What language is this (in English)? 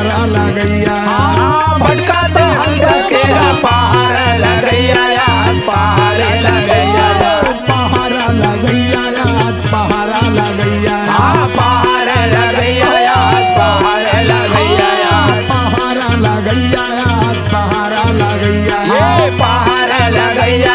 Chhattisgarhi